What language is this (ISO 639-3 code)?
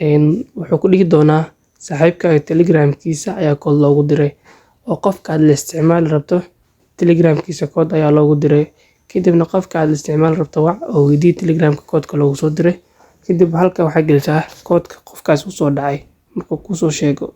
som